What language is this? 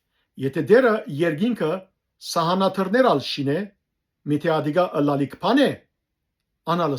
Western Armenian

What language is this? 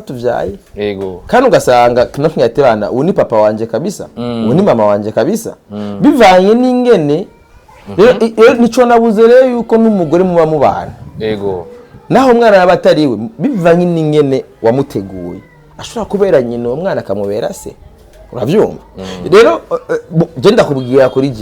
Rundi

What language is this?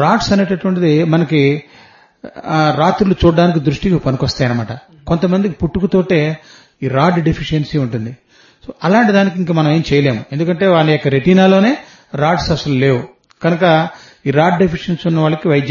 Telugu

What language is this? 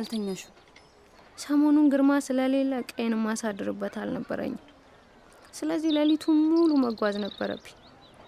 Amharic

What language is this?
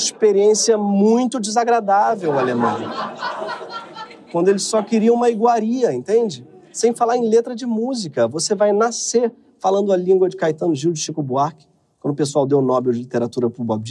Portuguese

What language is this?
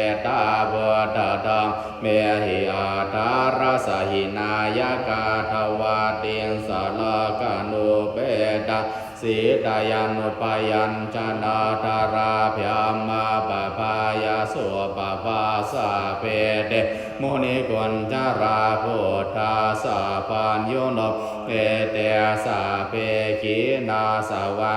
Pali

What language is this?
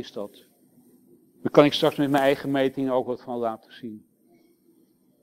Dutch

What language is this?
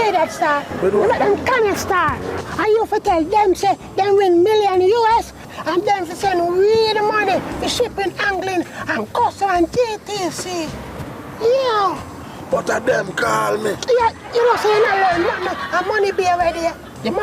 Jamaican Creole English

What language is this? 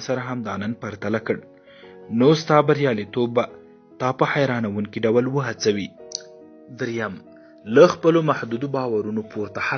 Pashto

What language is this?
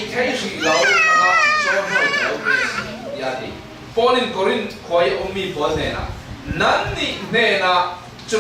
Falam Chin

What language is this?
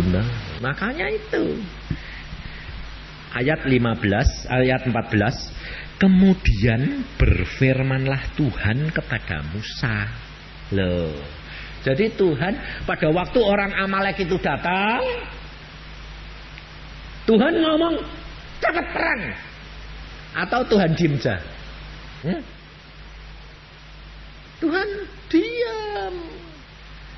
Indonesian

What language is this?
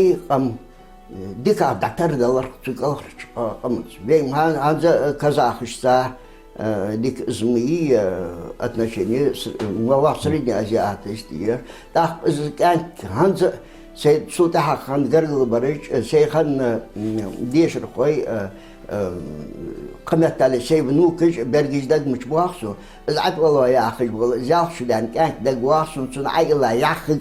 Ingush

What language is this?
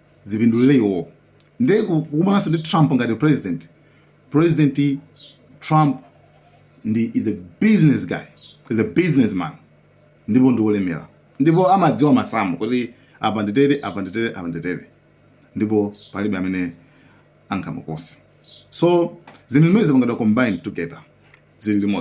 Nyanja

